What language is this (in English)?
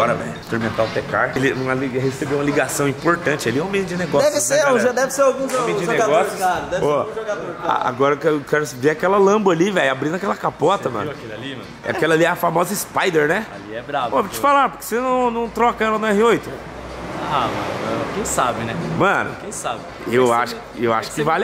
Portuguese